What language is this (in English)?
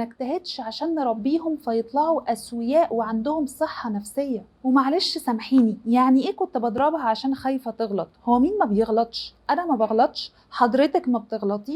Egyptian Arabic